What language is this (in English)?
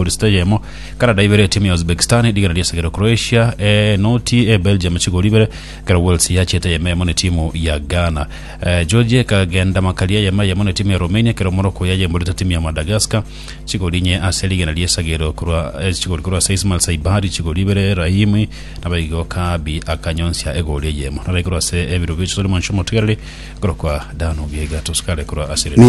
Gusii